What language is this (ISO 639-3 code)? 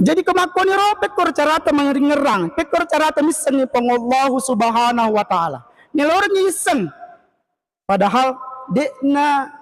bug